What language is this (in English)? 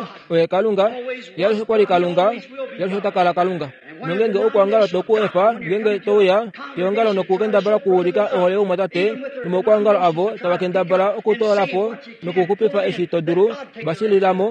Kuanyama